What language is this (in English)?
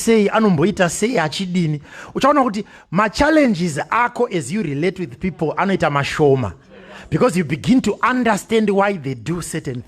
Shona